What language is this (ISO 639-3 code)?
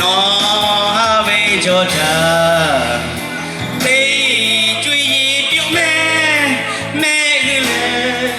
lhu